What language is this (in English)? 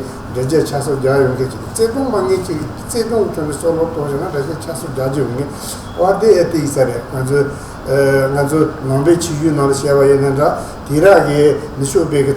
Tibetan